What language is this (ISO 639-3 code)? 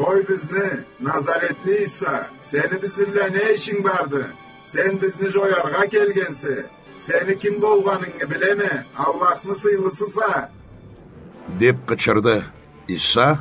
krc